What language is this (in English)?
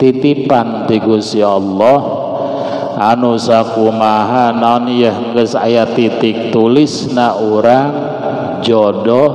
Sundanese